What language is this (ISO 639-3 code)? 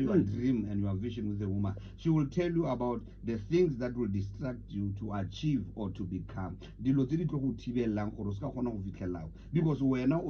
tsn